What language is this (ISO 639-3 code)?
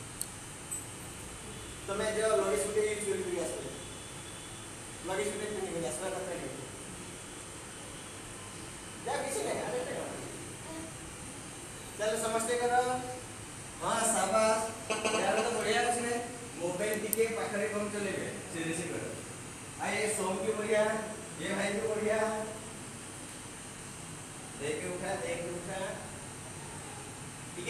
ori